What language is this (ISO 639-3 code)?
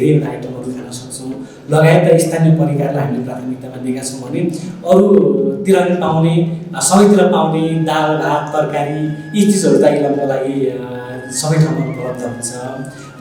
nep